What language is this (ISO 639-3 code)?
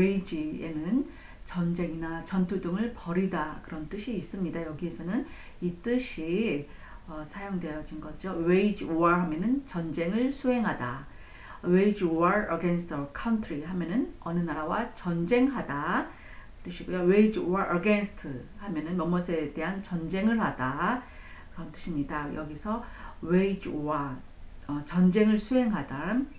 kor